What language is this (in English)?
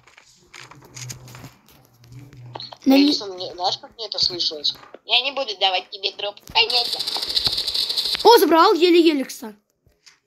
Russian